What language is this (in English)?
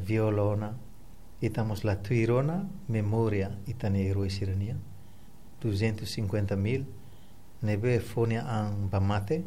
Tetum